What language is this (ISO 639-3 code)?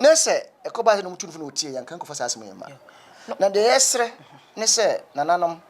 aka